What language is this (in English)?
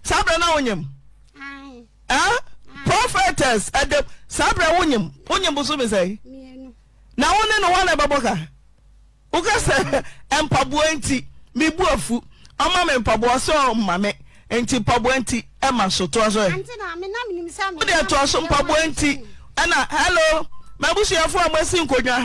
Akan